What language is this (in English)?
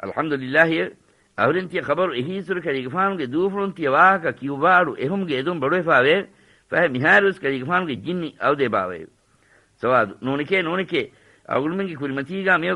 Divehi